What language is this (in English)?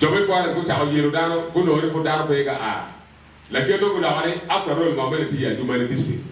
Acoli